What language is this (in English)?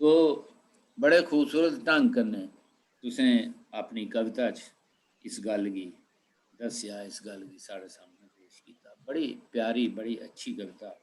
Dogri